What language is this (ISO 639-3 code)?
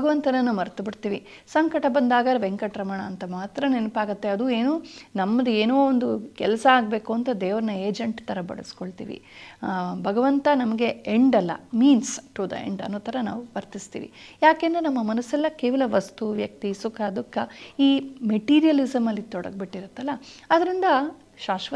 kan